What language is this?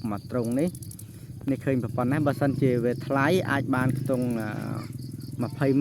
Khmer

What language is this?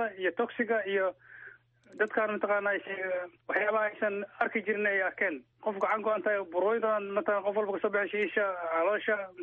Somali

